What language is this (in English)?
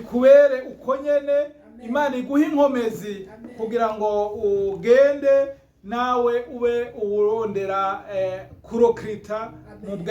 Rundi